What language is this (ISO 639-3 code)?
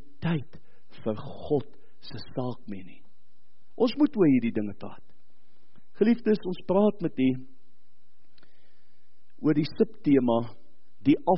afr